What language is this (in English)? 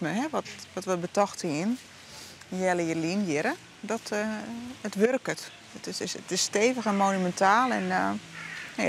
Western Frisian